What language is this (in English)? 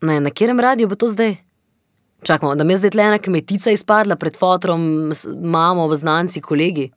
Slovenian